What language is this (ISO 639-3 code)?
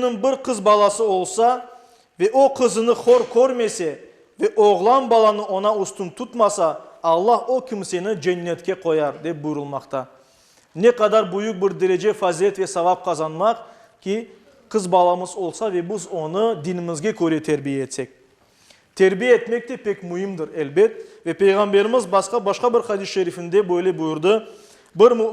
crh